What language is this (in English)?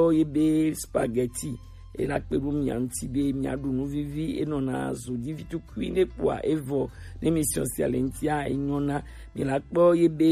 Gen